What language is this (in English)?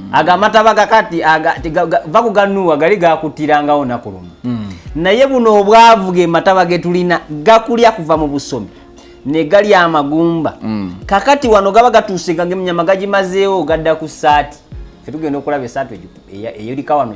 Ganda